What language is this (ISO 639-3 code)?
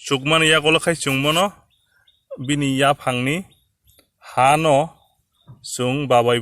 trp